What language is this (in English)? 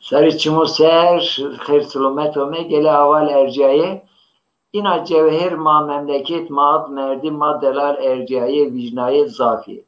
Zaza